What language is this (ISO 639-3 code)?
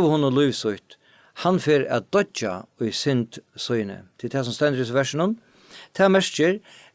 fao